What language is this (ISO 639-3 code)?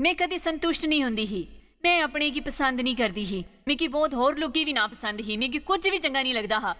doi